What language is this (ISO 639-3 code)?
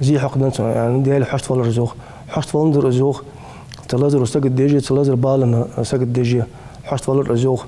inh